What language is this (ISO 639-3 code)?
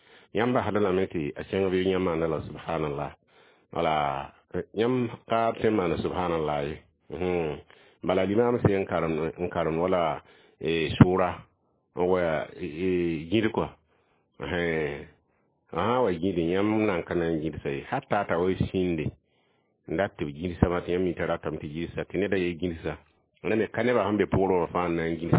mos